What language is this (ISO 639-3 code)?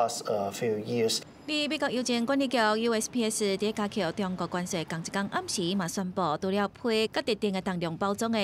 nan